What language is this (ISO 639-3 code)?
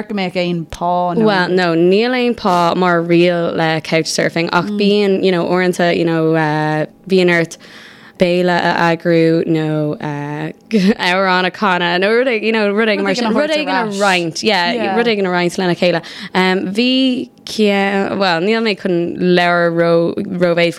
gle